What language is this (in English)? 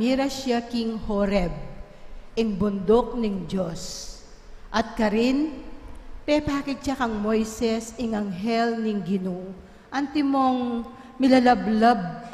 Pampanga